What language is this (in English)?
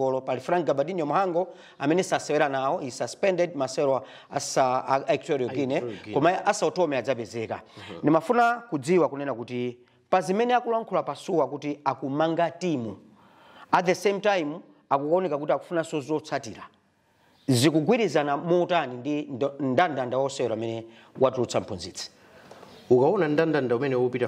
Nyanja